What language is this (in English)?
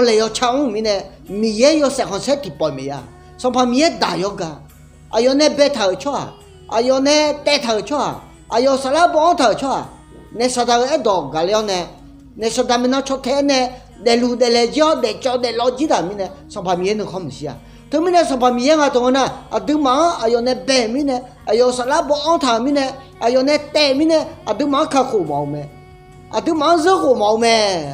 Akha